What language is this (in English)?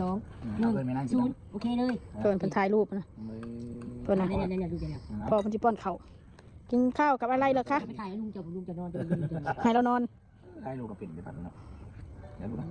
Northeastern Thai